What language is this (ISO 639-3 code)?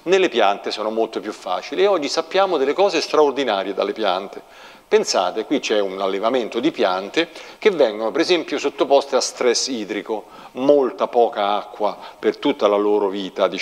ita